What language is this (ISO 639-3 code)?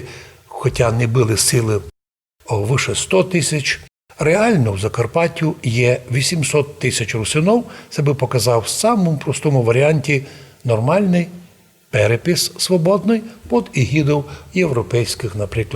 rue